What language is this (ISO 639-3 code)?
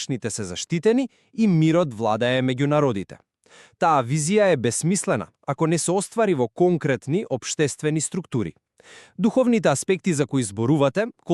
mkd